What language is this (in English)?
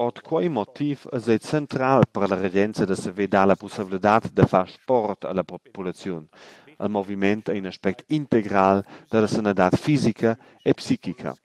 Romansh